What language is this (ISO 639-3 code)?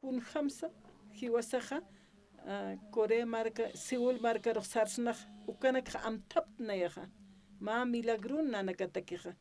aym